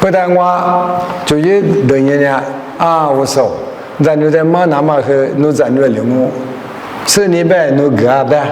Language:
Lisu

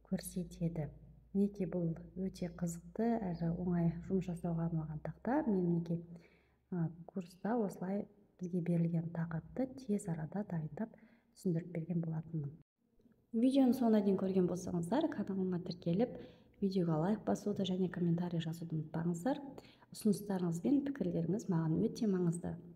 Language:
Kazakh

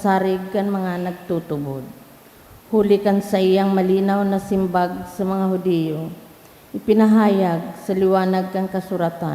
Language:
Bikol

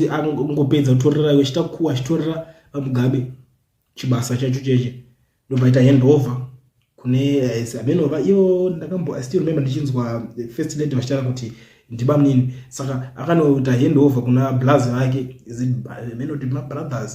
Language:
Shona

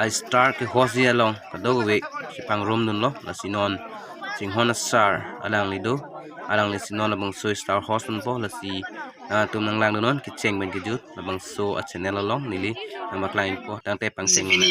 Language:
Karbi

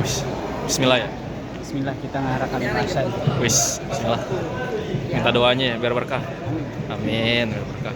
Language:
Betawi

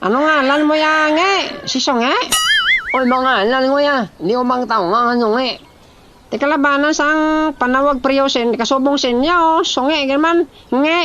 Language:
Hiligaynon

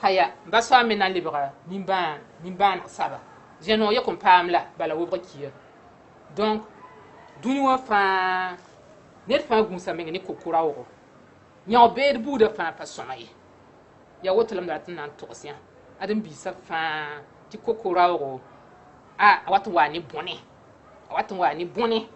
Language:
Mossi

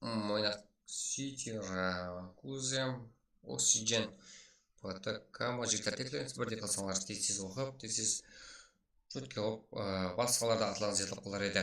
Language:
Kara-Kalpak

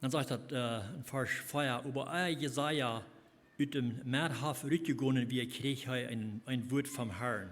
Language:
Plautdietsch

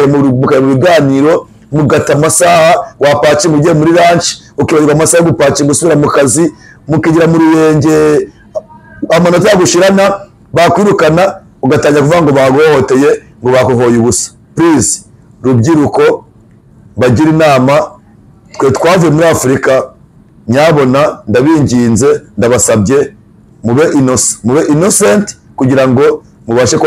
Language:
Kinyarwanda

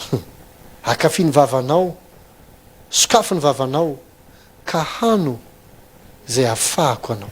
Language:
Malagasy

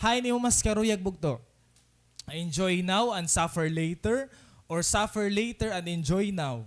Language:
Waray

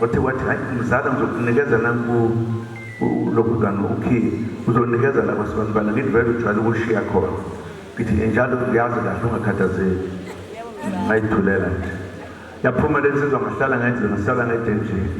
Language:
Zulu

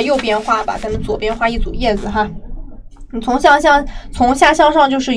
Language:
Chinese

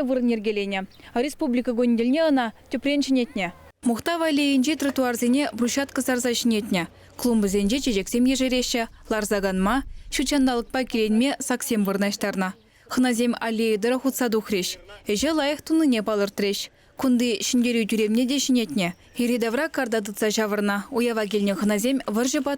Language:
Chuvash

